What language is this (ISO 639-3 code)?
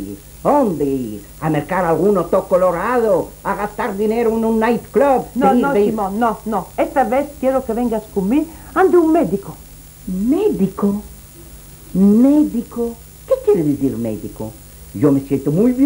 lad